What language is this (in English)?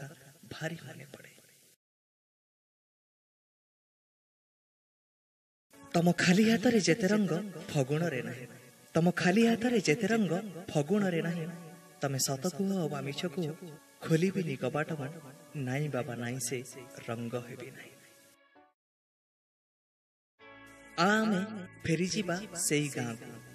Odia